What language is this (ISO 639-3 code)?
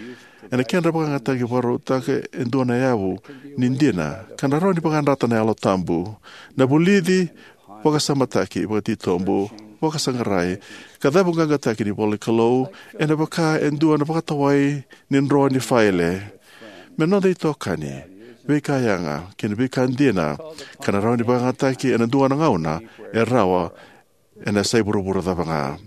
fij